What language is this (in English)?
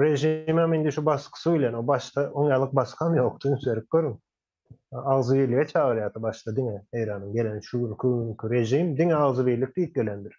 Turkmen